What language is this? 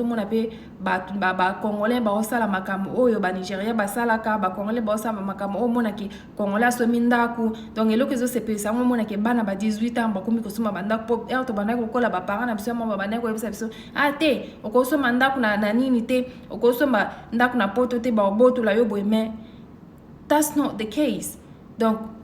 Lingala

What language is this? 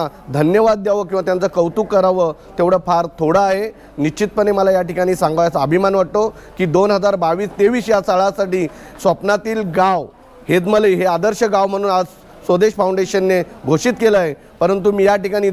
Marathi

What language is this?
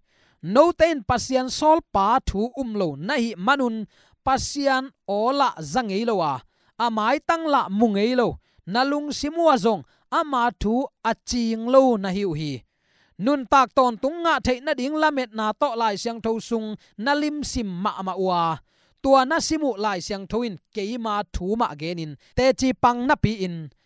Tedim Chin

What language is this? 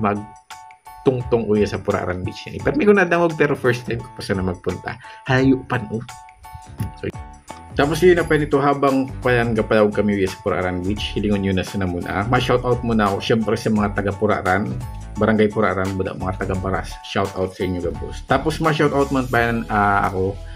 Bikol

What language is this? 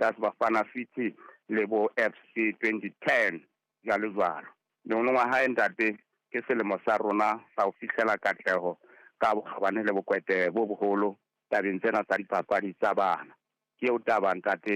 Southern Sotho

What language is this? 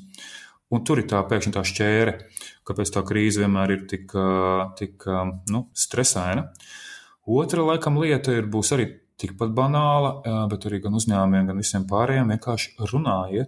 Latvian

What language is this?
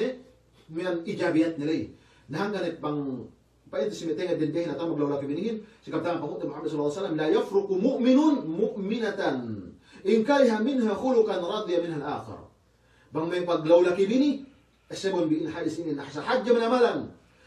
Yakan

